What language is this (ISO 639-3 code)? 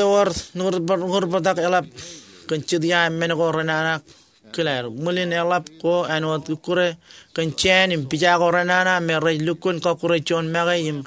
mah